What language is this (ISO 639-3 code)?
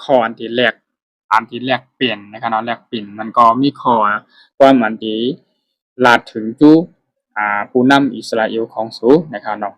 shn